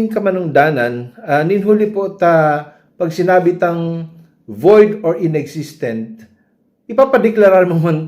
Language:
Bikol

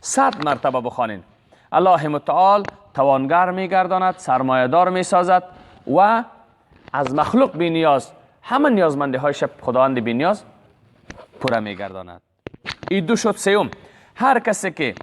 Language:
Persian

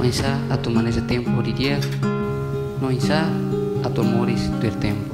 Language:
Tetum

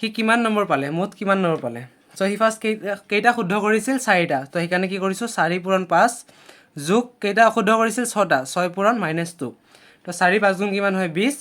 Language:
Assamese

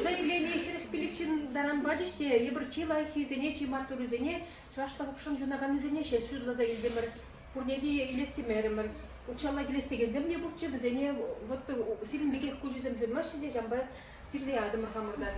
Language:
Chuvash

